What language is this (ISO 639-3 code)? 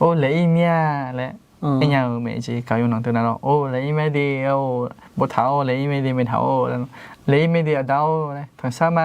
ahk